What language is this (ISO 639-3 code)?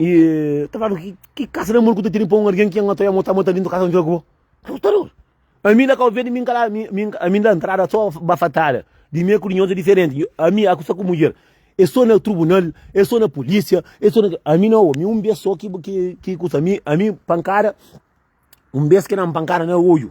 kea